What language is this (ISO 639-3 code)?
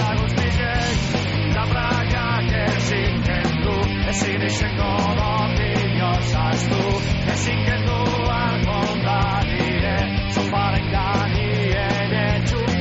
eus